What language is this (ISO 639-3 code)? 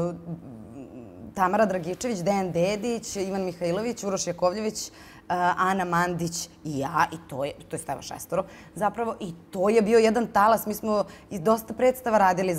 srp